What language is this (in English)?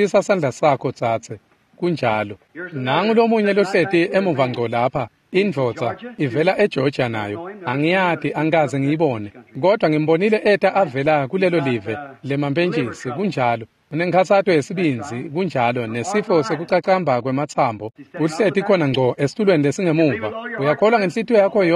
Swati